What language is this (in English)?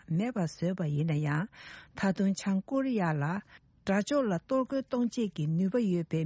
Tibetan